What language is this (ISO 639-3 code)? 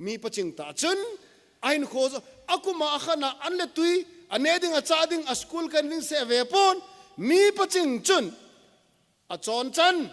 tcz